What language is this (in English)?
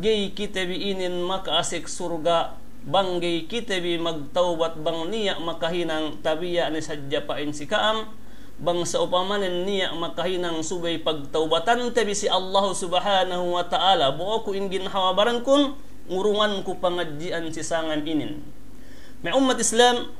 Yakan